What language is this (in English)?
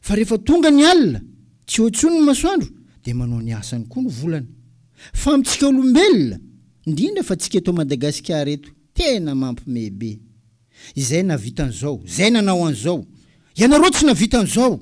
Malagasy